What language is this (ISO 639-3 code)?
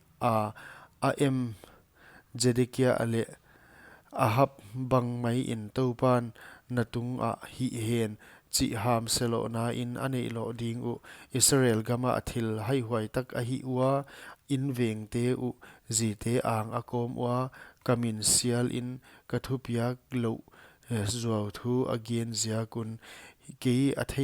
pck